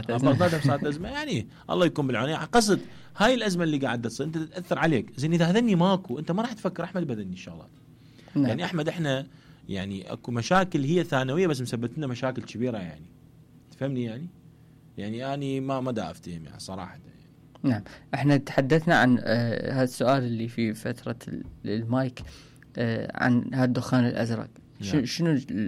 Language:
Mesopotamian Arabic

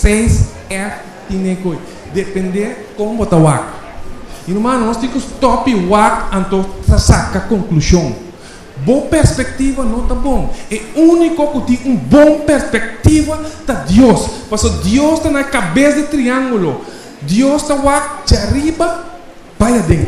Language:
Papiamento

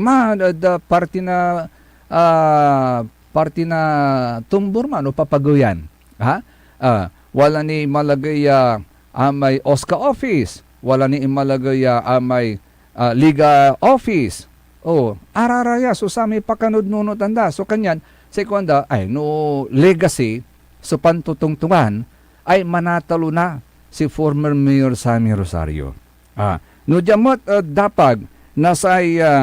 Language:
Pangasinan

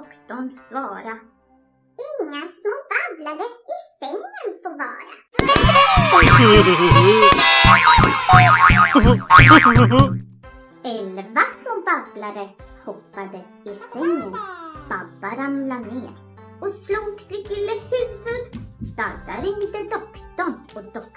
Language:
Swedish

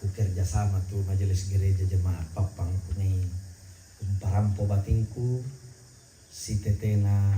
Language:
Toraja-Sa'dan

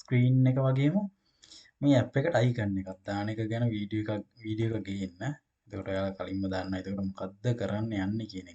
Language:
Sinhala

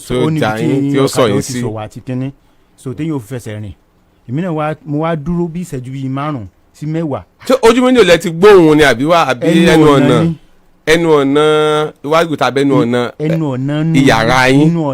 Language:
Yoruba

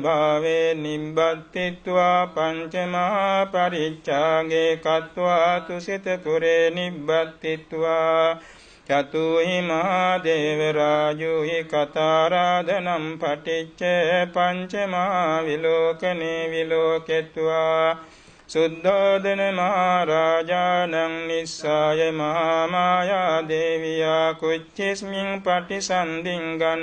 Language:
Pali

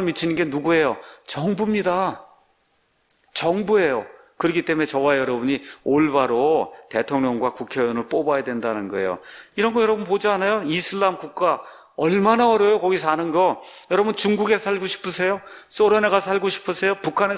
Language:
Korean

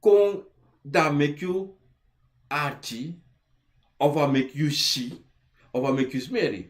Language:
Sranan Tongo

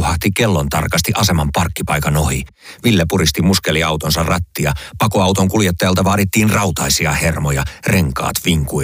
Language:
Finnish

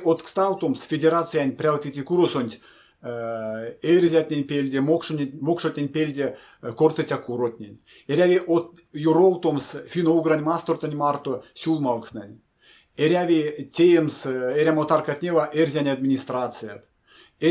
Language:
Erzya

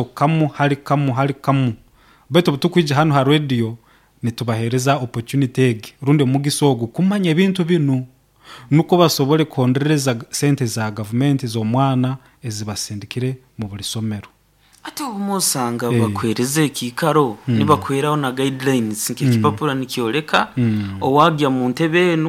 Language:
Nyoro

